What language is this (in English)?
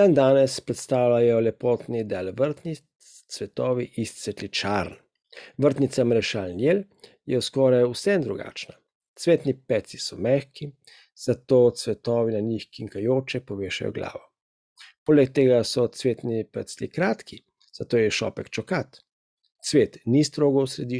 Slovenian